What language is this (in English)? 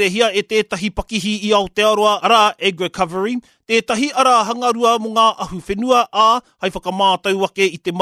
Māori